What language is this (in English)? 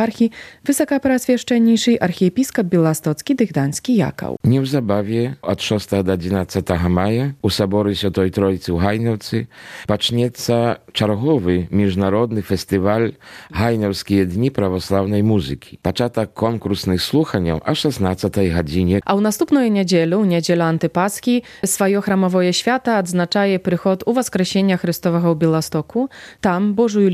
Belarusian